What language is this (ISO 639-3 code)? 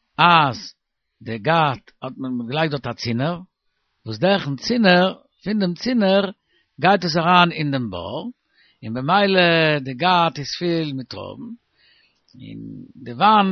yid